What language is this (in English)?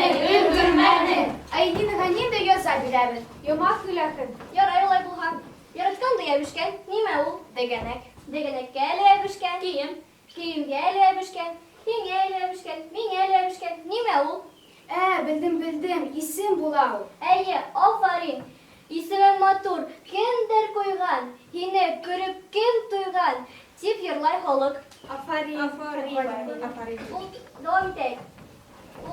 Bashkir